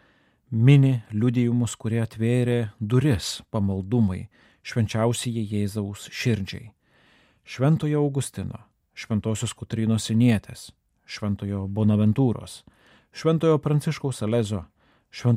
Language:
Lithuanian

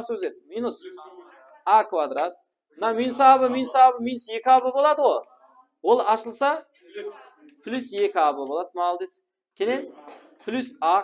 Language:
Kara-Kalpak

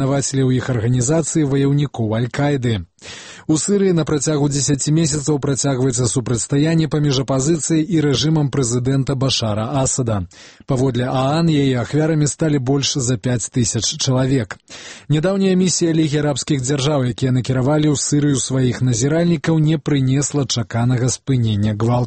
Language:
Belarusian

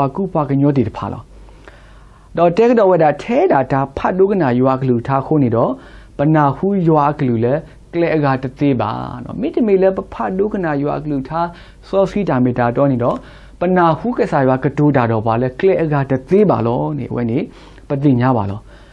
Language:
S'gaw Karen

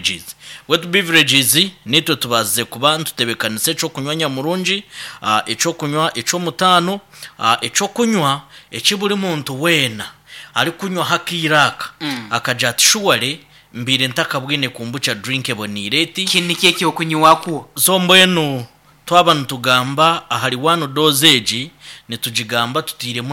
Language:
Nyankole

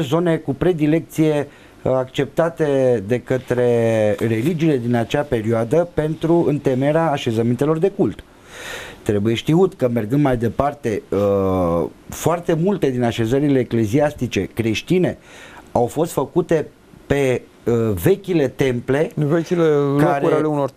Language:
Romanian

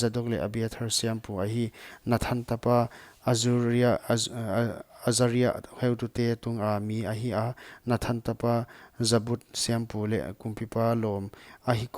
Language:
Paite Chin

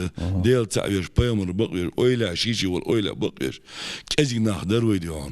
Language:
Ingush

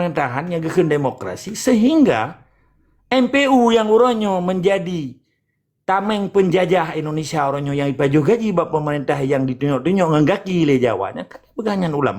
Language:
Achinese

